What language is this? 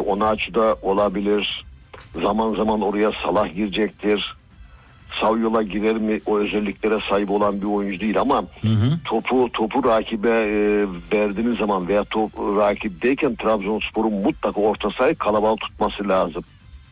Turkish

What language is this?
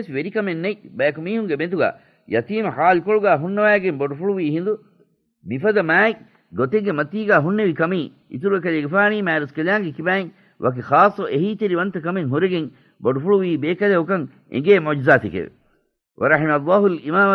Divehi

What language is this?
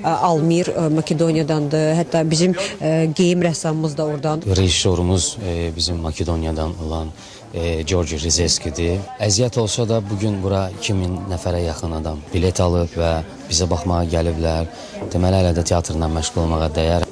Azerbaijani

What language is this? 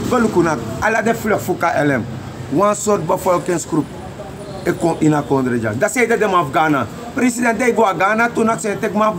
Sranan Tongo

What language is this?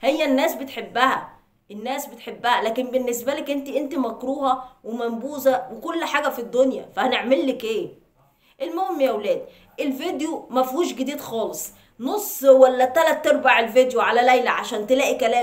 Egyptian Arabic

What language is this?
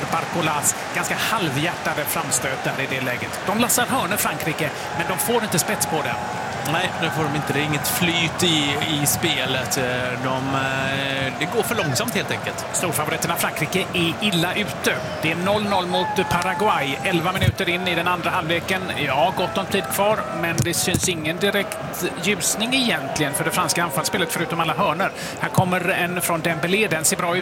Swedish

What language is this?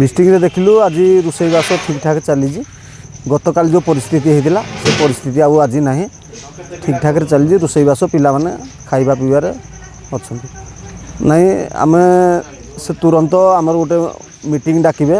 Odia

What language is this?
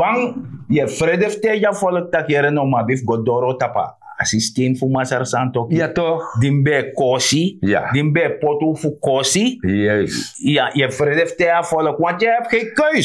Sranan Tongo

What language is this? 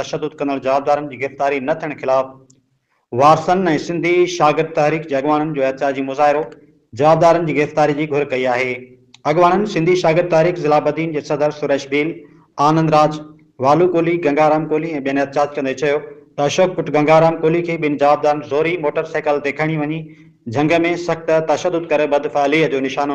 Sindhi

